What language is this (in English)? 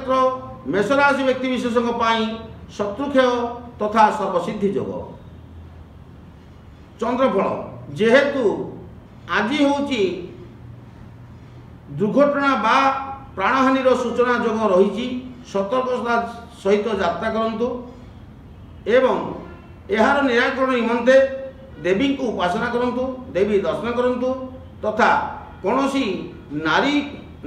Odia